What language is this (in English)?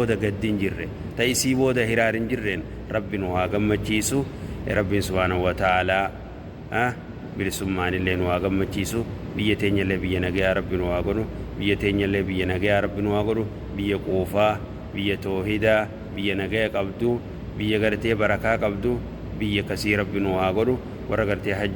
Oromo